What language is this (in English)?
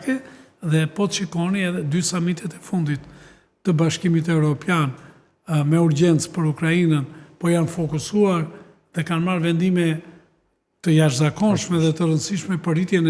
Albanian